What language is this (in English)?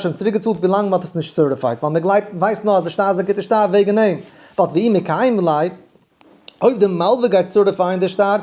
Yiddish